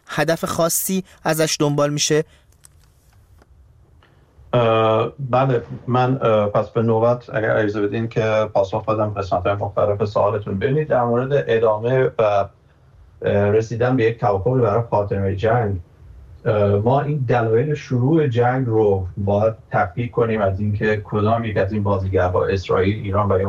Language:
Persian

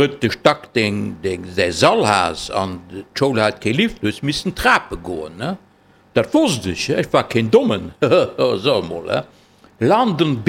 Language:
Luxembourgish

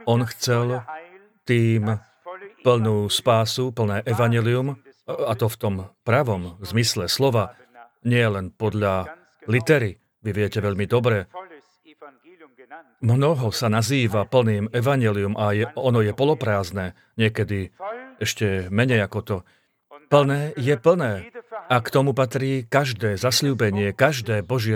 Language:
Slovak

